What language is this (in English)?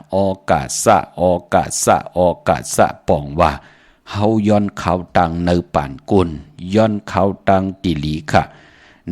Shan